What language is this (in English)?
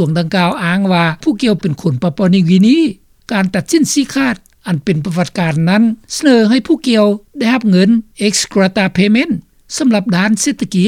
Lao